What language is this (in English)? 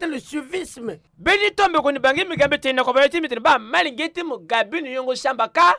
Sango